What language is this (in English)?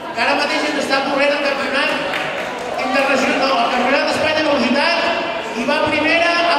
Catalan